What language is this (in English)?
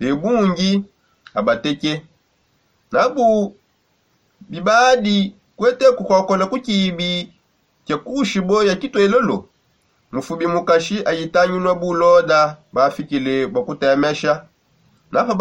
Songe